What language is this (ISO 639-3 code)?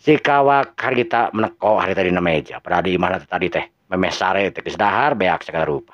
sun